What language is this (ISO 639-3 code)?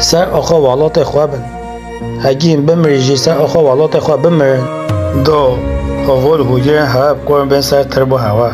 kur